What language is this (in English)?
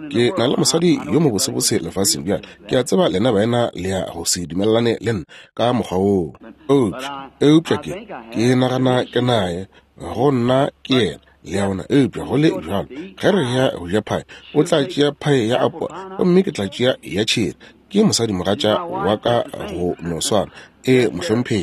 Northern Sotho